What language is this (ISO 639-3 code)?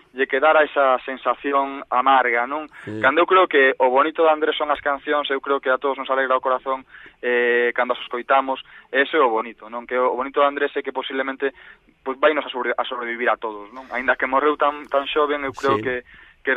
glg